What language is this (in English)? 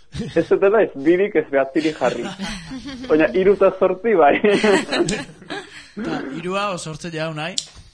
Basque